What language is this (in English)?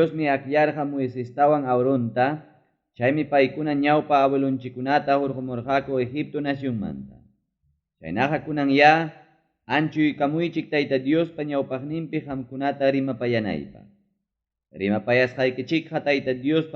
Ayacucho Quechua